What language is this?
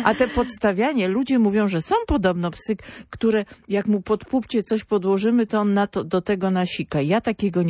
Polish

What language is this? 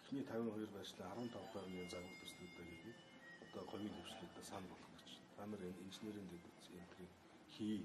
Mongolian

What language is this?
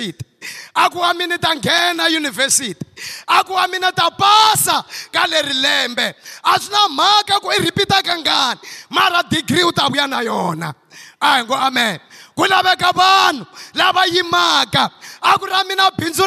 Tsonga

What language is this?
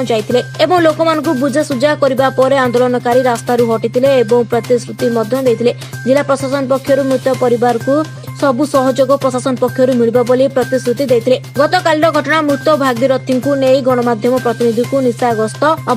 Odia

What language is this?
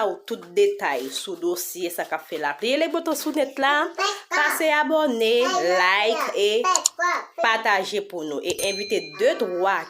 Haitian Creole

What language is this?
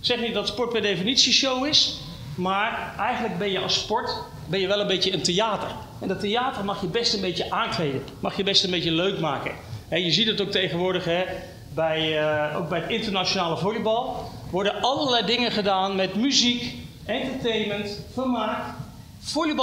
Dutch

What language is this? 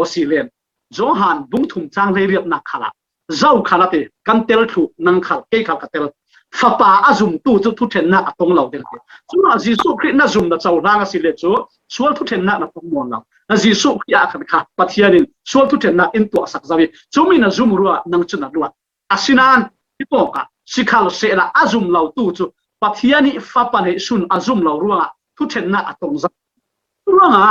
Falam Chin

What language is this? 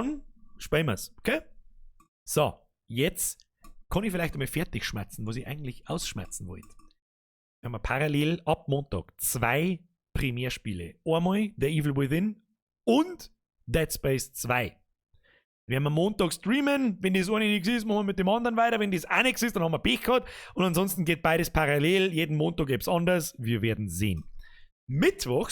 Bavarian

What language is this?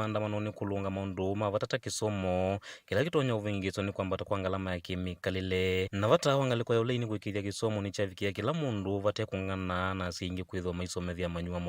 Kamba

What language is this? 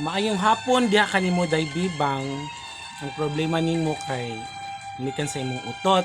Cebuano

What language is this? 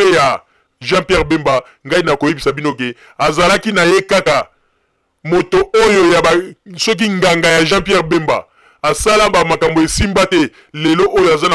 Lingala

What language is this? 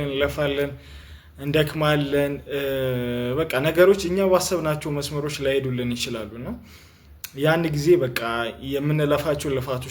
Amharic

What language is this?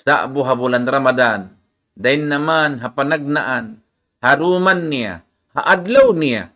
Tausug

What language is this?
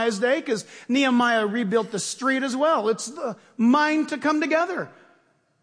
English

